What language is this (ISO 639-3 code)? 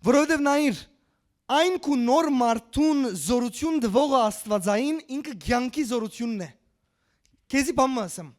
hyw